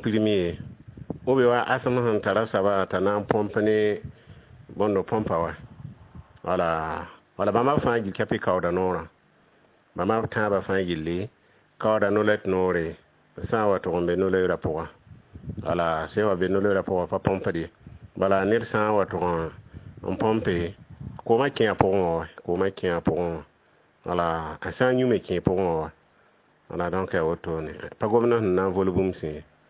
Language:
Mossi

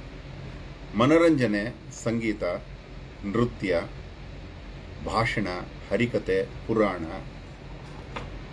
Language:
Kannada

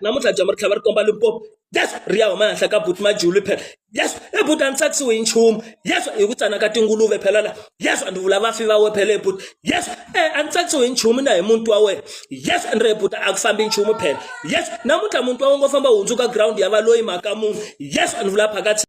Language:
Tsonga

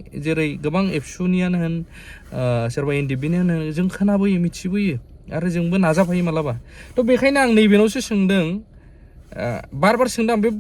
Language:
Bodo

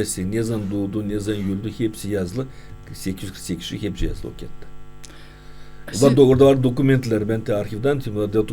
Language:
Gagauz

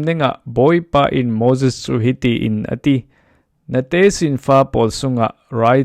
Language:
Falam Chin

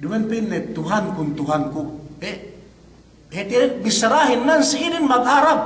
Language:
Yakan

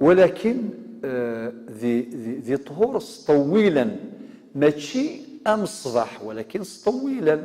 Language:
Kabyle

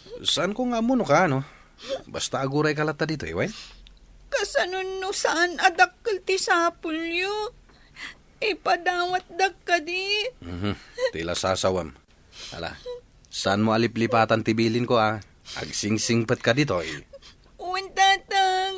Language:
Iloko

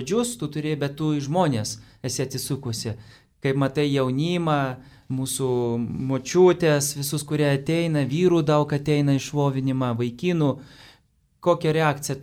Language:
Lithuanian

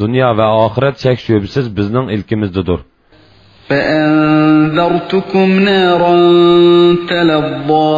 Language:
Uyghur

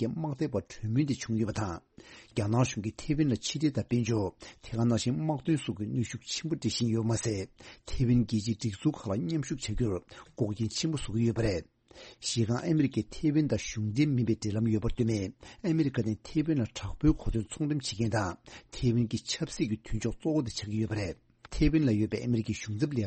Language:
Tibetan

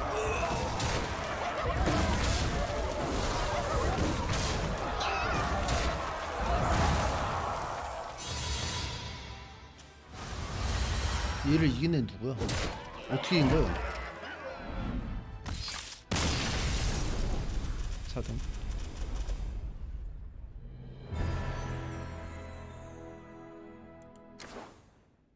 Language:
Korean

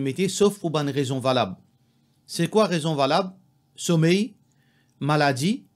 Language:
Morisyen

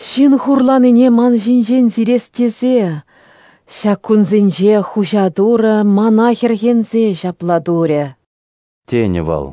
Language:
Chuvash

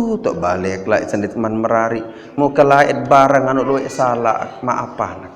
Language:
Sasak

